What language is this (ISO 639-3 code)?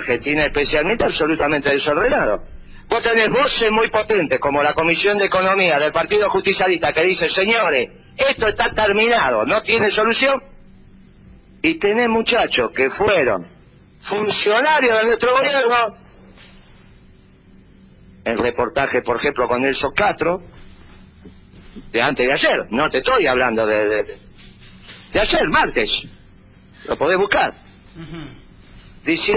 spa